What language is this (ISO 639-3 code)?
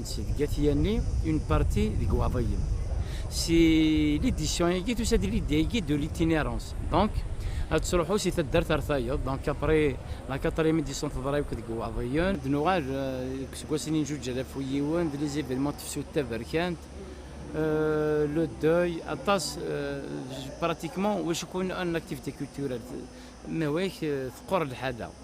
kab